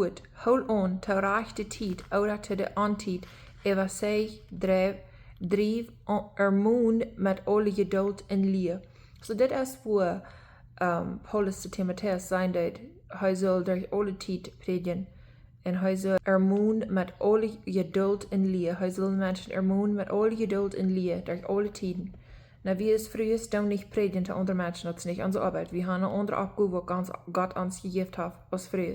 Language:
Plautdietsch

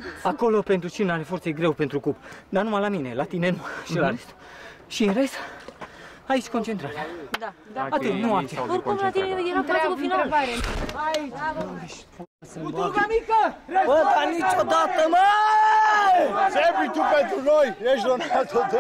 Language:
Romanian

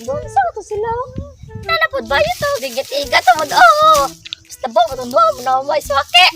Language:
Cebuano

